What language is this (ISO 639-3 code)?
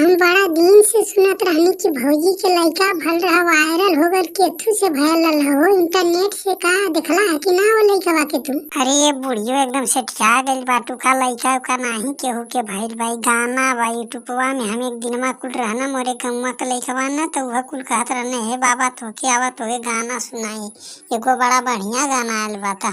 bho